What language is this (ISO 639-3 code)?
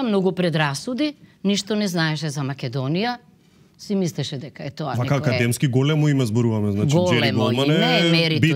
mkd